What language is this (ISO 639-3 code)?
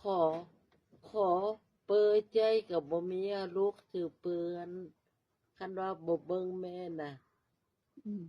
lao